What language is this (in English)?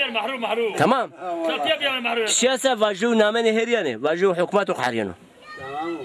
Zaza